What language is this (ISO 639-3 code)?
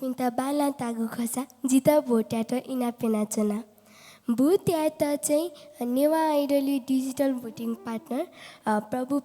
new